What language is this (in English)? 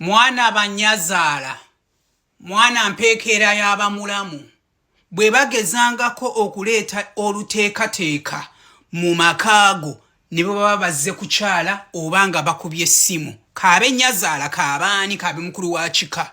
Ganda